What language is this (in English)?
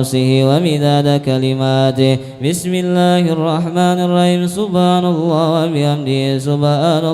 Banjar